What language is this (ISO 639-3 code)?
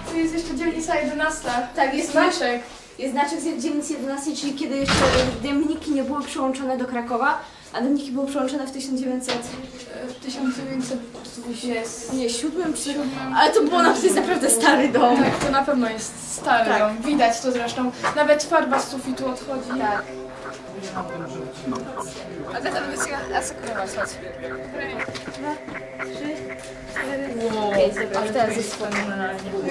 pol